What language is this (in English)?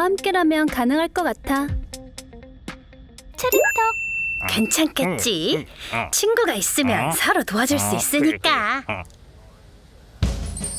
Korean